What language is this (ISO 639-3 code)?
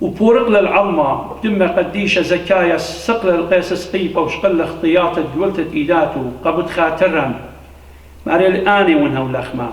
aii